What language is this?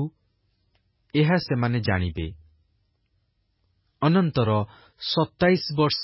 Odia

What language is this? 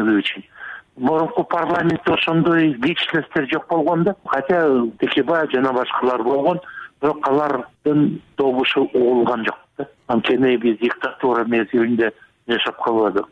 Kyrgyz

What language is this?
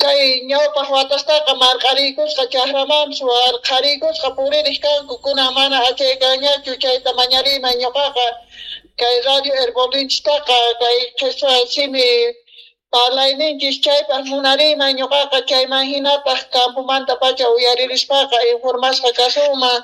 Quechua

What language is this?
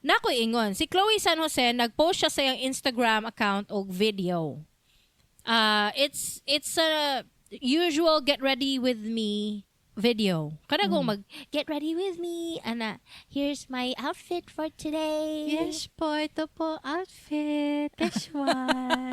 Cebuano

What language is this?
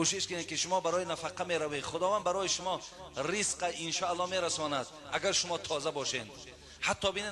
Tajik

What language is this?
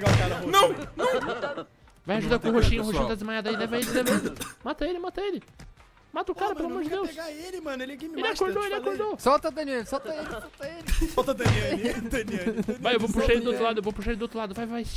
Portuguese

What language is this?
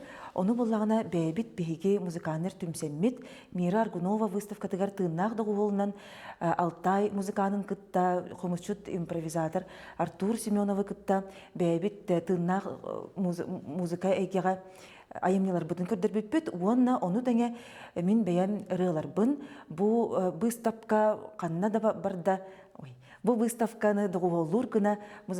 Yakut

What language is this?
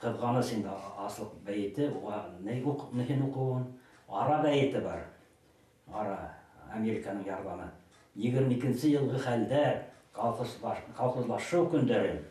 Bashkir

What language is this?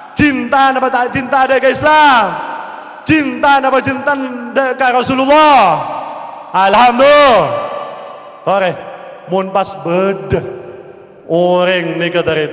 Madurese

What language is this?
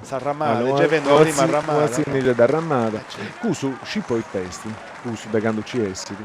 Sardinian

